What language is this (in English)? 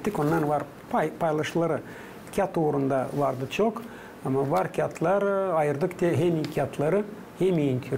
Gagauz